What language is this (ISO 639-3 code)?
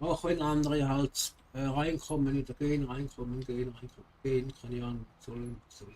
gsw